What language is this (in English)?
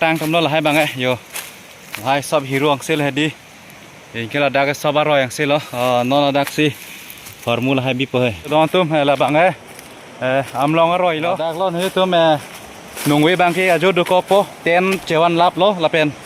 Karbi